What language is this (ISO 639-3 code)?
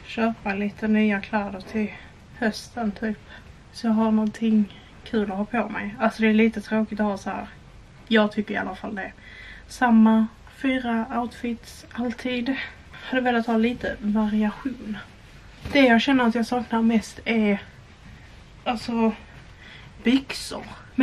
swe